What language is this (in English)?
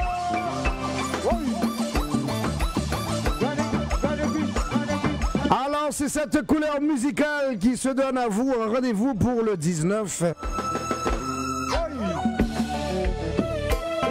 French